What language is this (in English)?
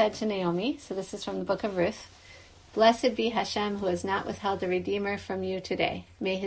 English